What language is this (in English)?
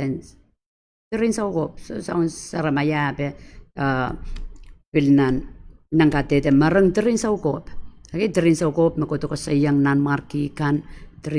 Pohnpeian